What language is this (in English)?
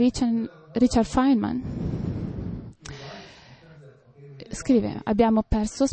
Italian